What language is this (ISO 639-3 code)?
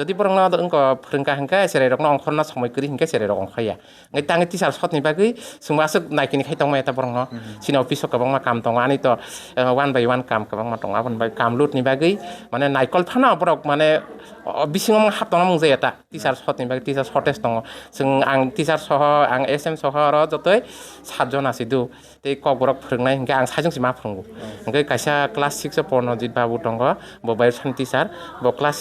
trp